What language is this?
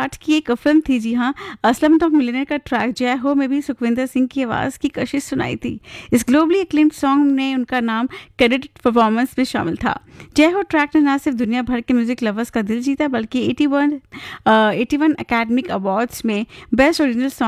Hindi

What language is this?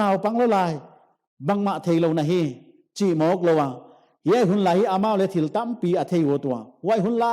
Paite Chin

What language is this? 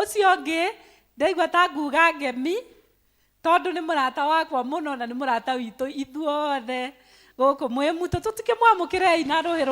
Kikuyu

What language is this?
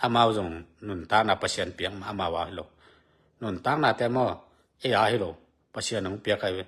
Tedim Chin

